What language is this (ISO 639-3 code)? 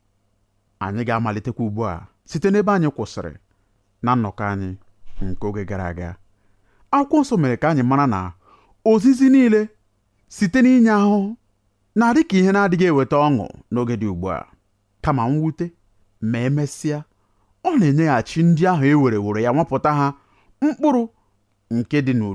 ibo